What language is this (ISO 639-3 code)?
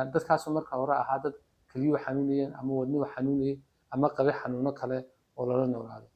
som